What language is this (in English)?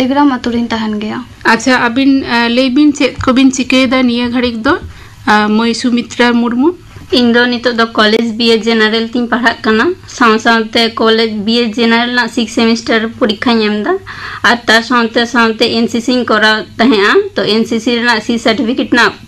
Santali